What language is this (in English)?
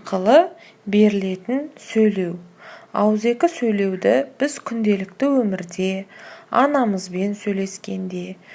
Kazakh